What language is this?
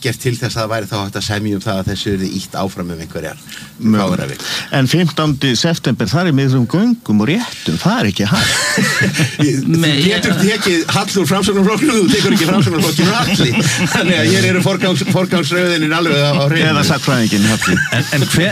Icelandic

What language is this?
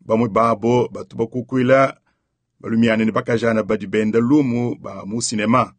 Luba-Lulua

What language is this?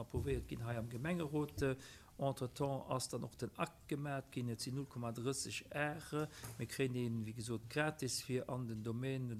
Luxembourgish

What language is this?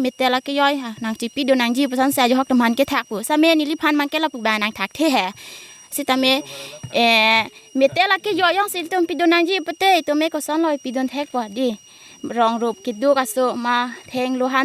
Karbi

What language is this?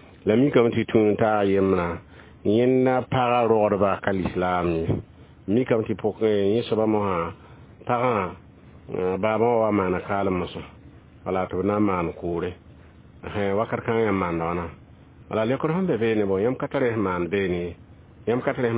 Mossi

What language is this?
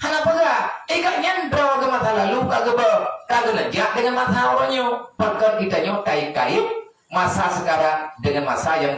Achinese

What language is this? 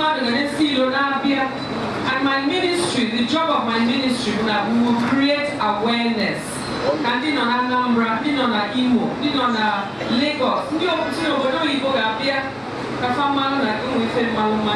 Igbo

